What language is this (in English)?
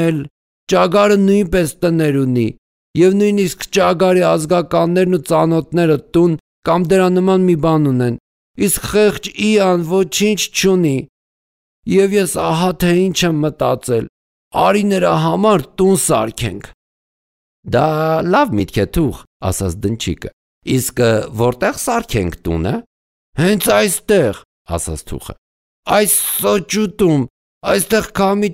Armenian